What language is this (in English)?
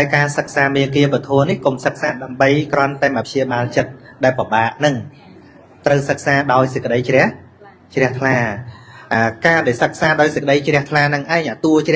Khmer